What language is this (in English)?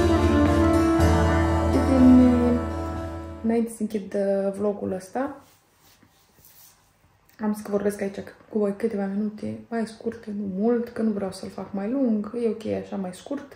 Romanian